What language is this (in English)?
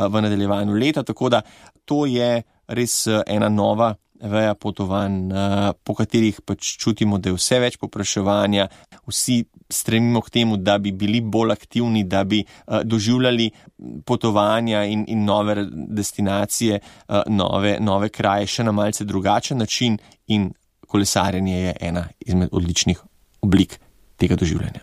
Slovenian